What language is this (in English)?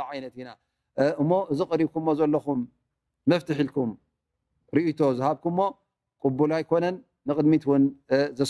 Tigrinya